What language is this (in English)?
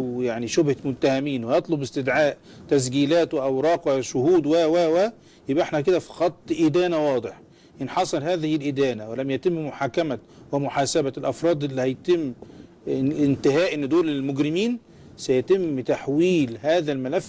Egyptian Arabic